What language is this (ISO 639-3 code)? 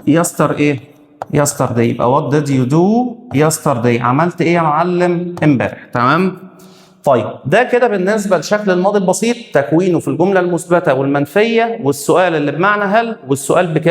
arz